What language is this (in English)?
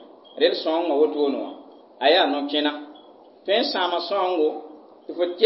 Mossi